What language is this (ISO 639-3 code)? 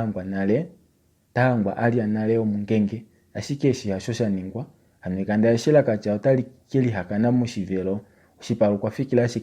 kua